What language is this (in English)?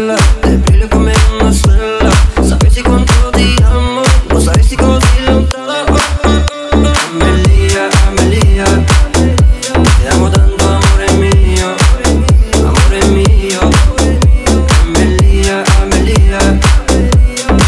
Italian